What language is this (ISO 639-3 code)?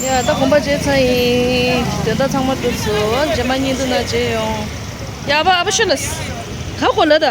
bod